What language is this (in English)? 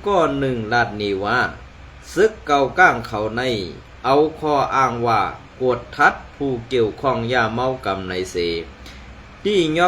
Shan